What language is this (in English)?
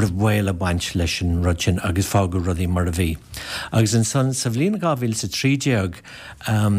Irish